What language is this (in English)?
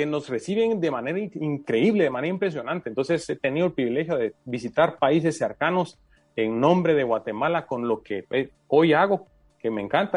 Spanish